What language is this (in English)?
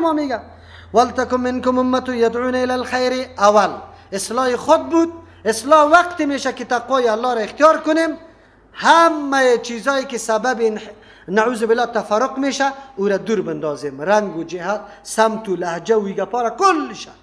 Persian